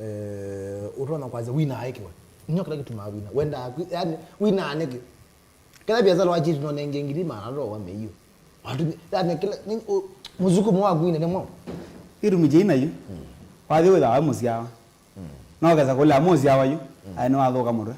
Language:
Kamba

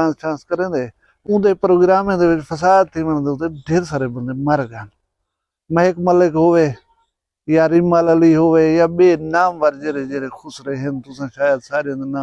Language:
Saraiki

